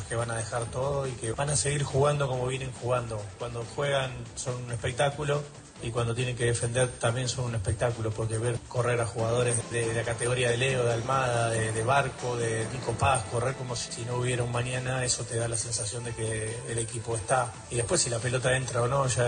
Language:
Spanish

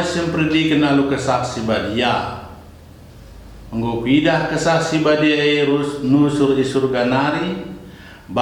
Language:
Batak Karo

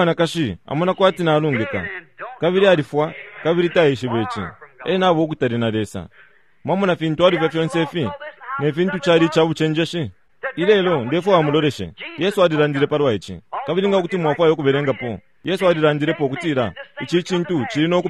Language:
Bemba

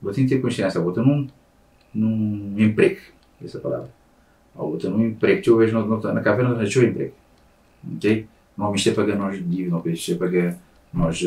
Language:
Kabuverdianu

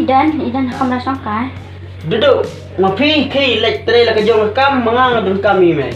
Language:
Khasi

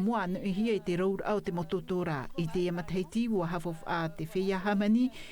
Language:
Tahitian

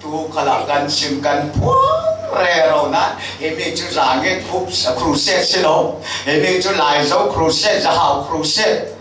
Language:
Falam Chin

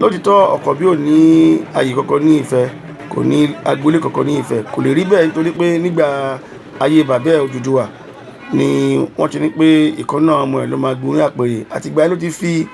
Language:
Yoruba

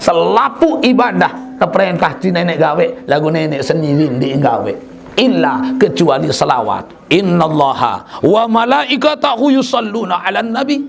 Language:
Sasak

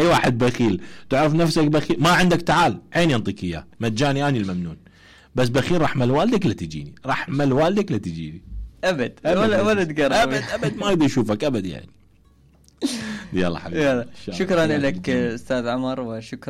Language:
Mesopotamian Arabic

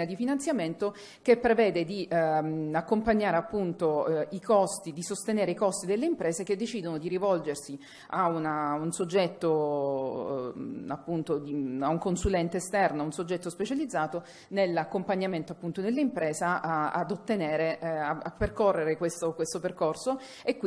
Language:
Italian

